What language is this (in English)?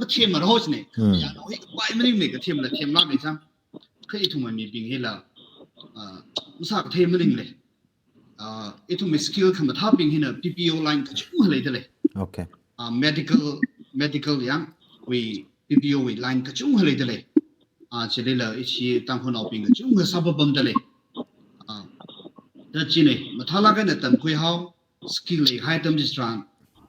Tangkhul Naga (India)